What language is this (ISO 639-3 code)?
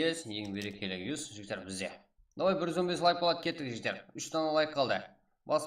kaa